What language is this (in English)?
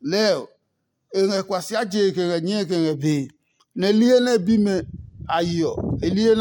Adangme